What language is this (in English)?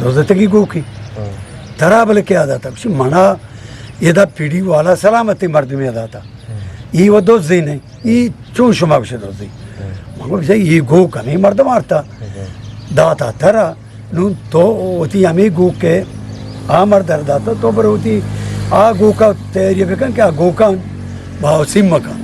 Eastern Balochi